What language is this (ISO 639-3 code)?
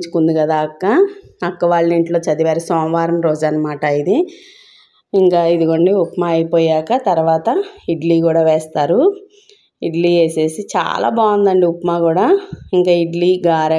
tel